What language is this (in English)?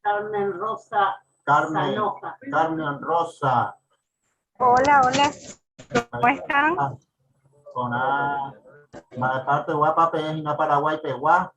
Guarani